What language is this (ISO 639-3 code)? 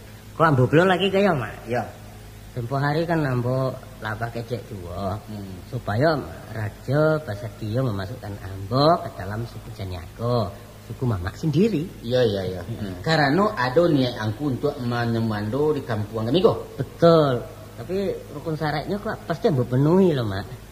min